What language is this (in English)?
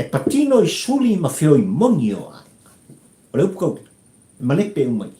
Samoan